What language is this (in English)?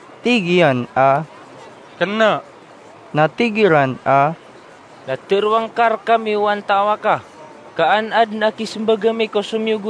Maranao